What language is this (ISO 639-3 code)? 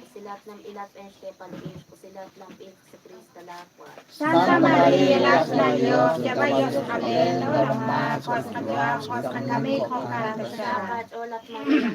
kek